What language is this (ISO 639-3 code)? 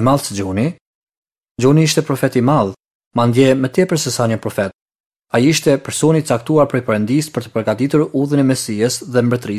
sqi